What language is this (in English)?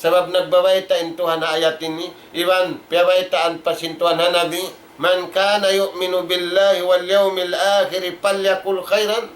Tausug